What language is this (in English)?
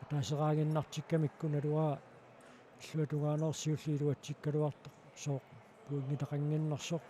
Kalaallisut